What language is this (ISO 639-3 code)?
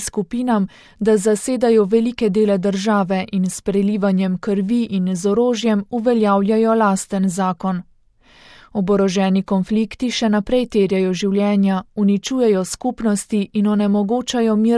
slv